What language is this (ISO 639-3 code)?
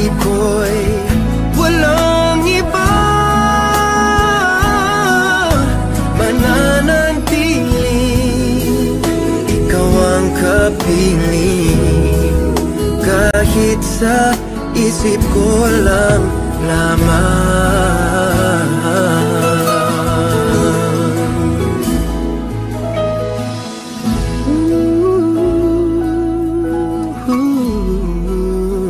fil